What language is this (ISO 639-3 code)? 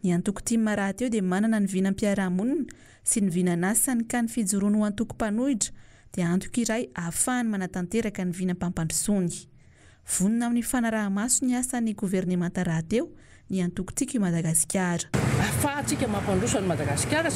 mlg